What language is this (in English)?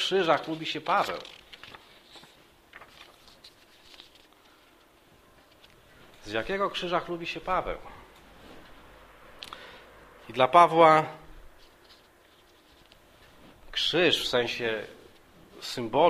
Polish